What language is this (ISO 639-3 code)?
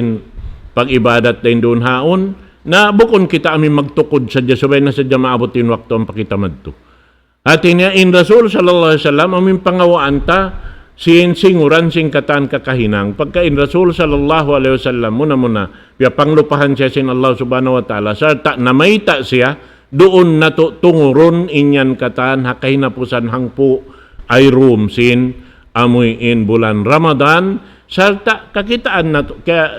tsg